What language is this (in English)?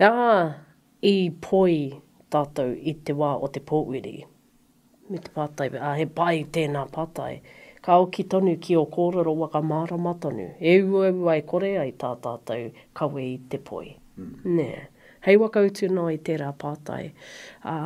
Māori